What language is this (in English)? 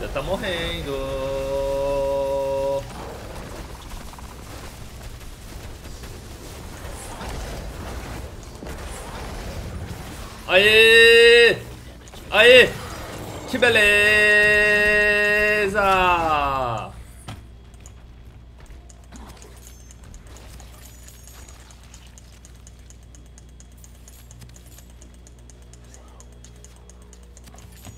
Portuguese